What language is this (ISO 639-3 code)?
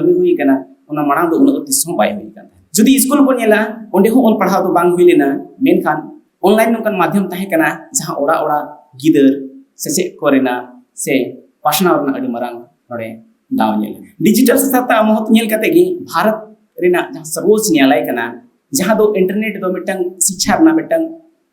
sat